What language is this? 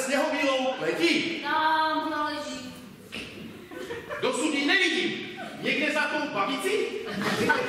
Czech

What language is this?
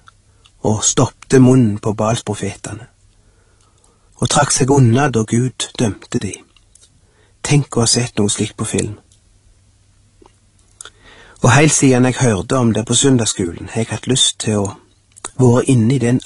Norwegian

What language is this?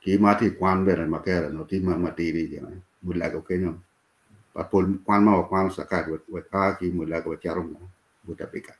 Acoli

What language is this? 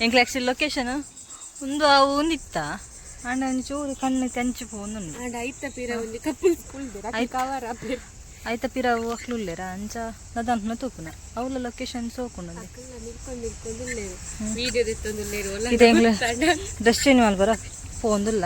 Tulu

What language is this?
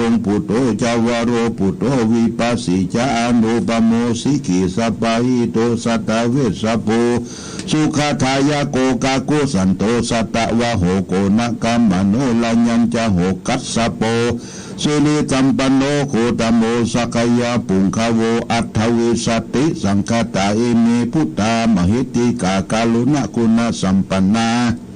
Pali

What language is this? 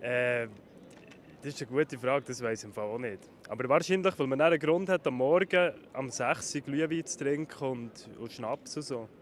Swiss German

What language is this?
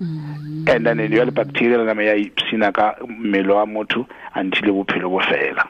Tswana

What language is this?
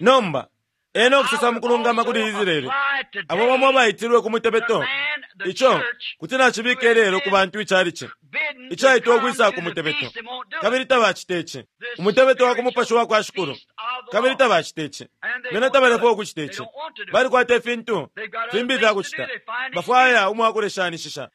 Bemba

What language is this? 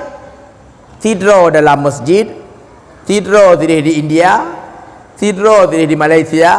Achinese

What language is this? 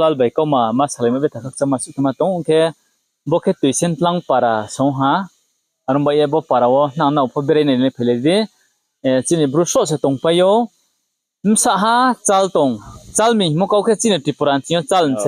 Riang (India)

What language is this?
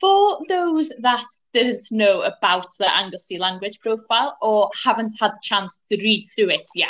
English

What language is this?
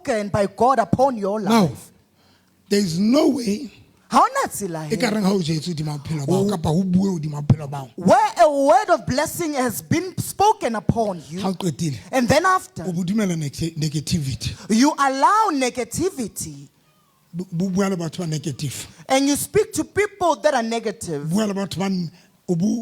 Southern Sotho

